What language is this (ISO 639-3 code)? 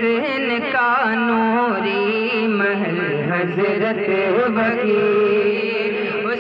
urd